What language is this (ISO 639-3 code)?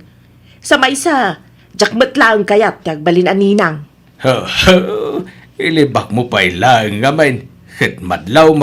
ilo